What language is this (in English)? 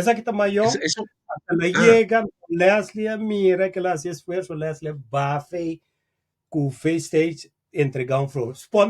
Papiamento